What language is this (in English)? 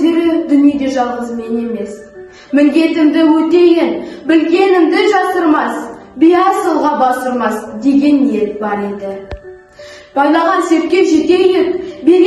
Kazakh